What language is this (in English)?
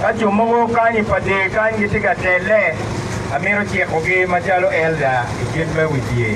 Acoli